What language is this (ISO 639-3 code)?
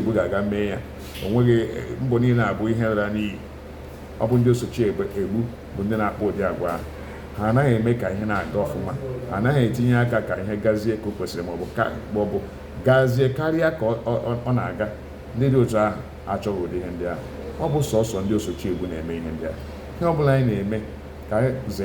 ibo